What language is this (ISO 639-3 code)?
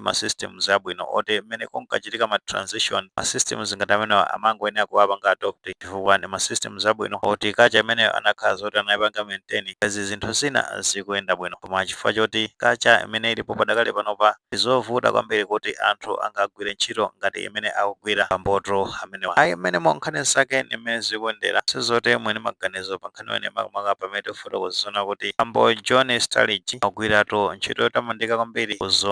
nya